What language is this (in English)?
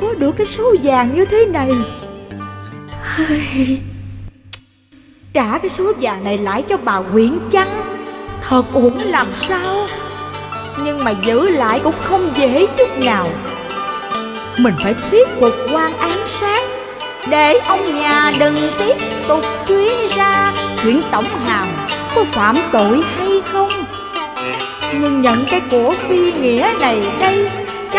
Vietnamese